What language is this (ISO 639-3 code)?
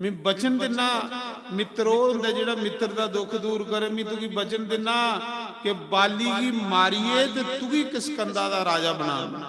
doi